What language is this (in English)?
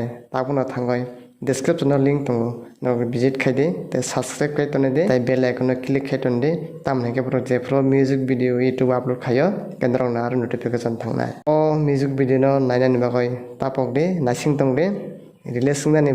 Kok Borok